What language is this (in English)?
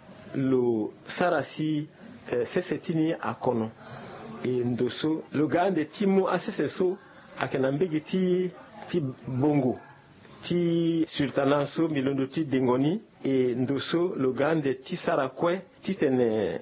Sango